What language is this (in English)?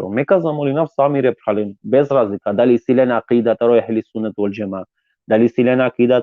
Balkan Romani